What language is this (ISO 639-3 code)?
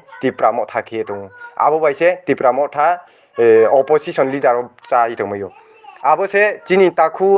ria